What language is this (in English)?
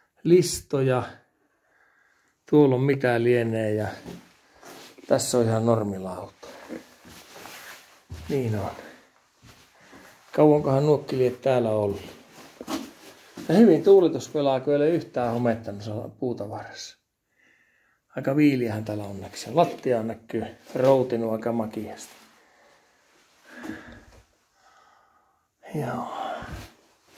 Finnish